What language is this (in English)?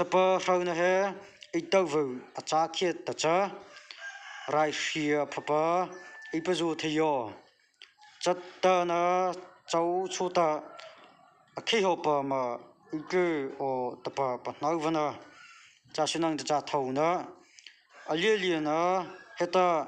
Mara Chin